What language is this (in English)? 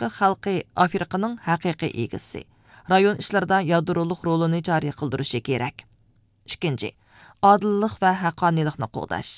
Uyghur